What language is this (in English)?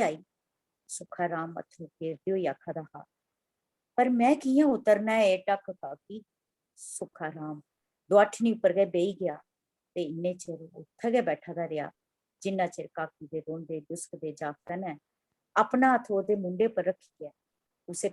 Dogri